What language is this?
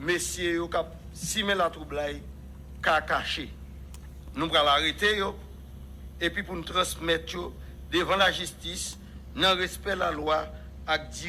Haitian Creole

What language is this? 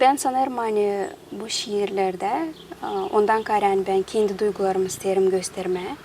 Gagauz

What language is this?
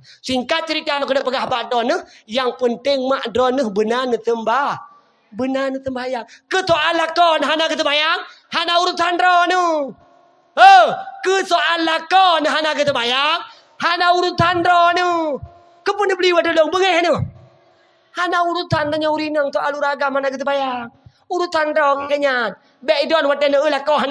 Achinese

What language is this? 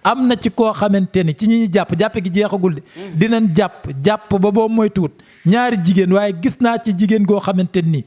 Wolof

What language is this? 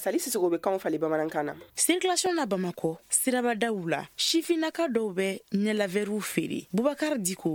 Bambara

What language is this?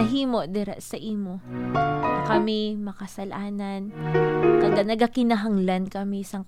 Hiligaynon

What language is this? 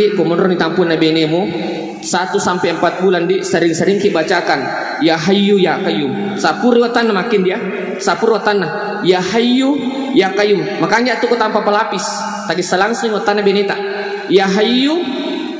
Buginese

